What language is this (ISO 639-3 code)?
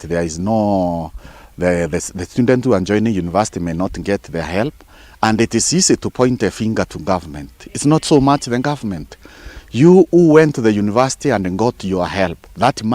mer